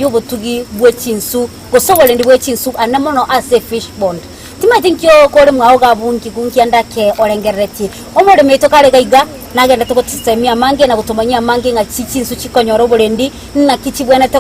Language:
Gusii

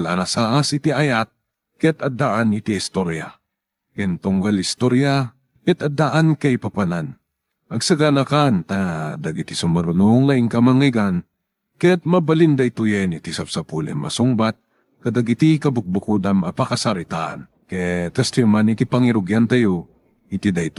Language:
Iloko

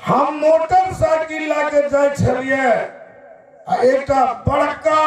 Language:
Maithili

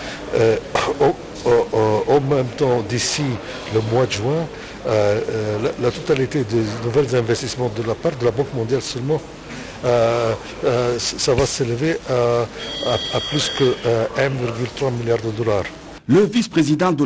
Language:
French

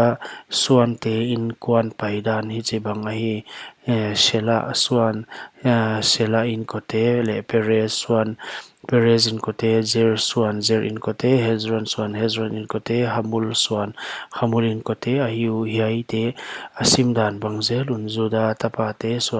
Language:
Paite Chin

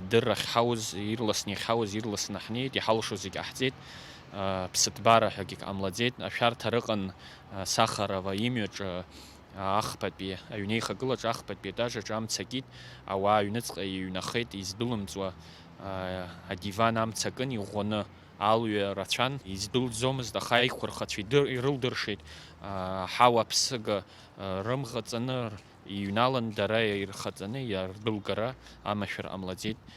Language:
Abkhazian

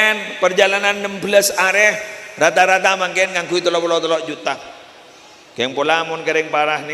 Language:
Madurese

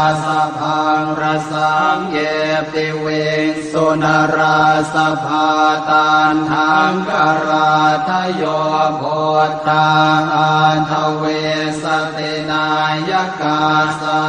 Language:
Pali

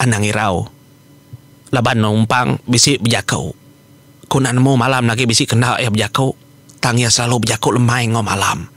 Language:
Iban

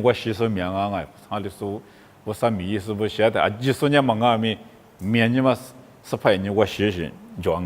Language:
Lisu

